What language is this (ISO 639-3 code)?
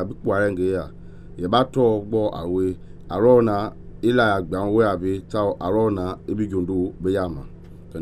men